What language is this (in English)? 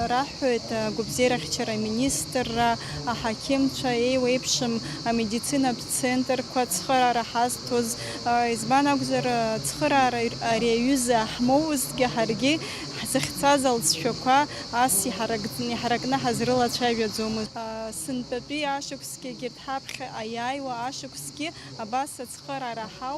Abkhazian